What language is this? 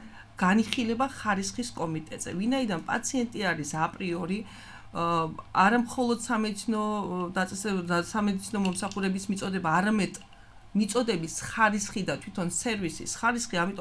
Georgian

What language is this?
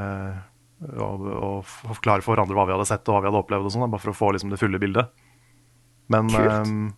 Norwegian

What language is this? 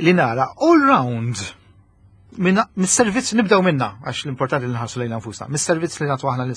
Maltese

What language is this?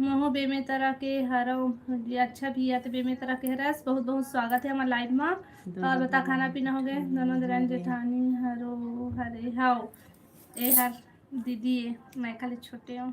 Chhattisgarhi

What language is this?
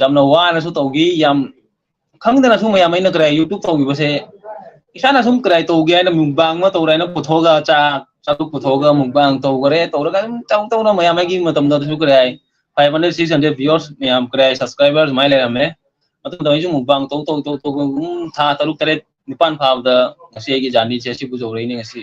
Manipuri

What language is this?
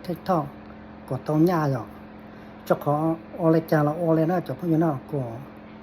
Hmong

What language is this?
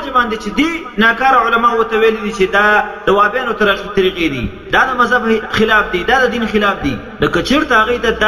Pashto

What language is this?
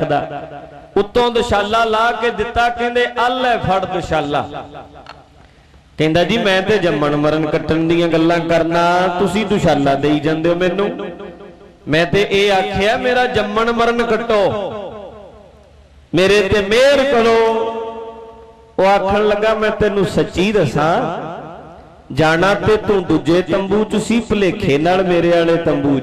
Punjabi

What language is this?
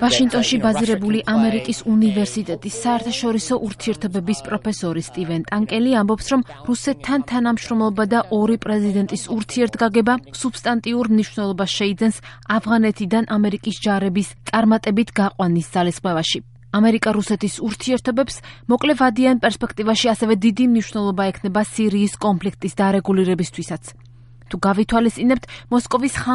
Georgian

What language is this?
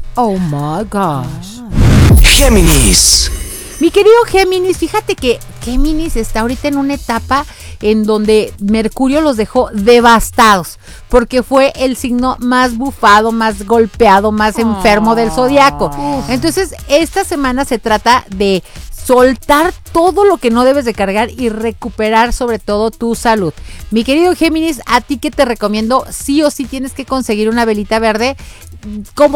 Spanish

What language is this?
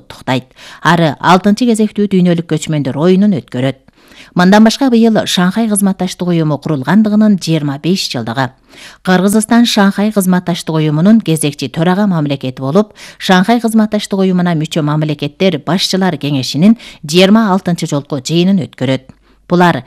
Kyrgyz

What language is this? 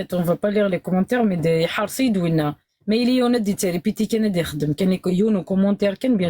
Kabyle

